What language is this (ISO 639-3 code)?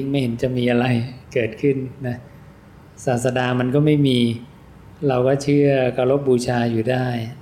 tha